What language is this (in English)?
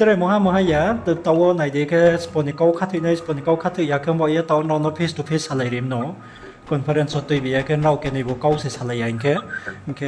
Riang (India)